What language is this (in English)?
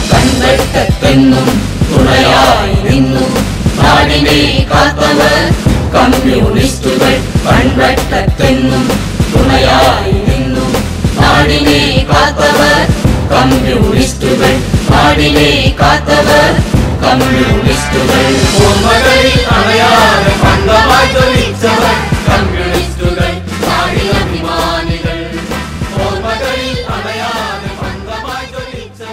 Malayalam